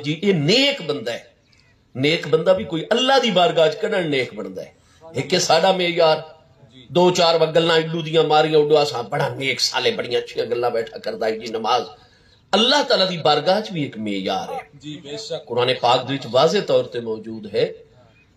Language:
Saraiki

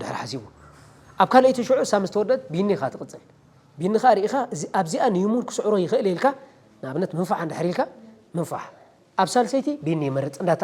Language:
Tigrinya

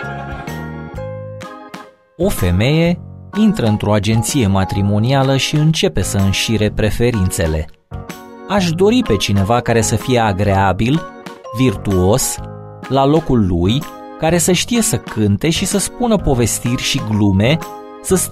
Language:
Romanian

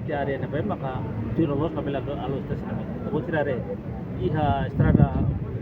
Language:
Tetum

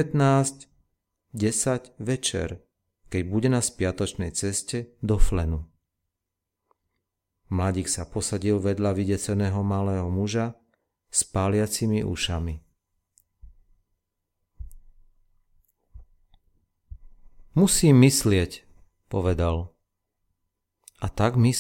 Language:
Slovak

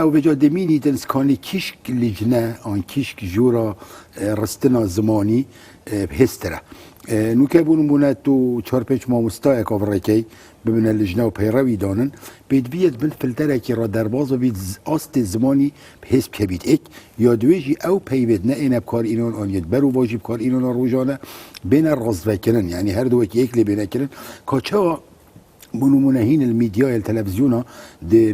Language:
Kurdish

